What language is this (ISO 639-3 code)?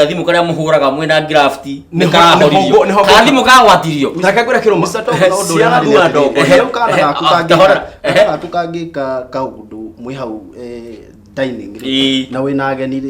kik